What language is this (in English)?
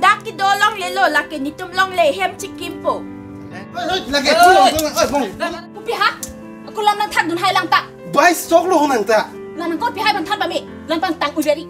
Karbi